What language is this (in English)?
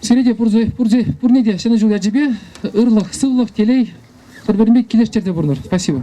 Chuvash